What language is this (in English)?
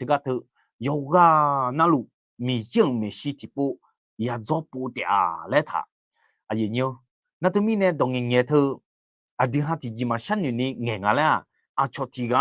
Akha